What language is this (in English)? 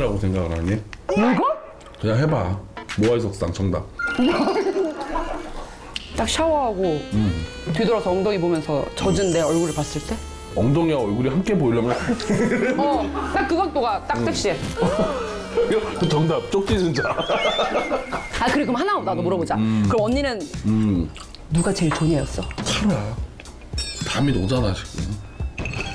Korean